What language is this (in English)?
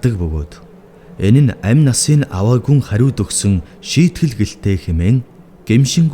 Mongolian